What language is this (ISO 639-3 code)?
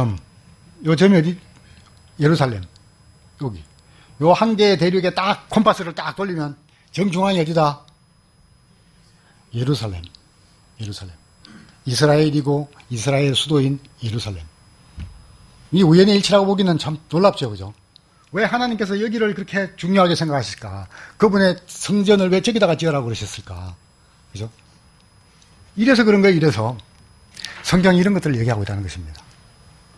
kor